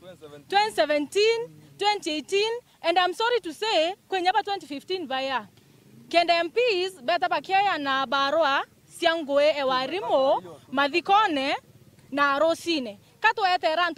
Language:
Meru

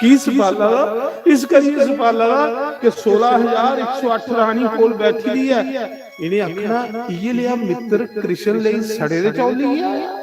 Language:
Dogri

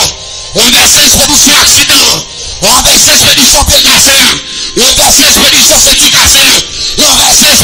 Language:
Haitian Creole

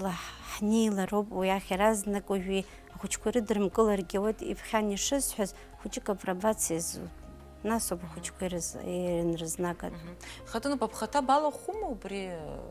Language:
Abkhazian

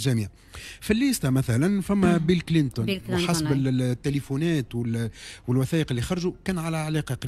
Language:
Tunisian Arabic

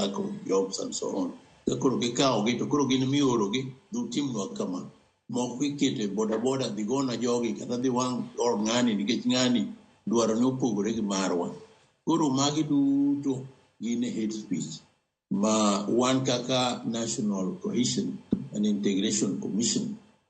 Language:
Luo (Kenya and Tanzania)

